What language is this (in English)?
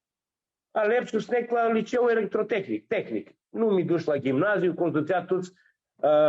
Aromanian